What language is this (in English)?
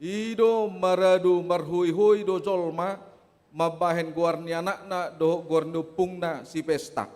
Batak Toba